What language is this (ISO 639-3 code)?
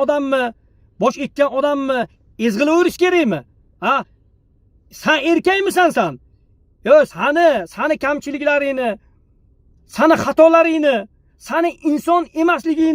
uzb